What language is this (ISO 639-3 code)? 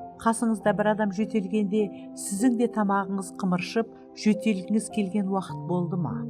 kaa